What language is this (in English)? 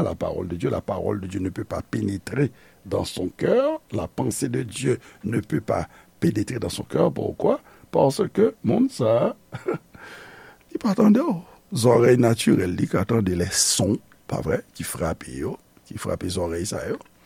Haitian Creole